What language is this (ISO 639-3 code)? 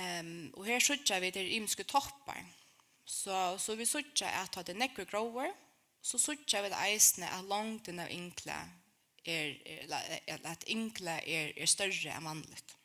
fao